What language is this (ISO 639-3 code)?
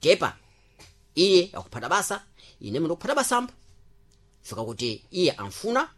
seh